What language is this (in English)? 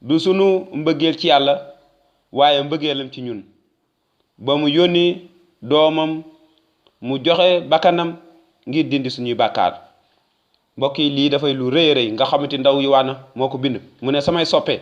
Wolof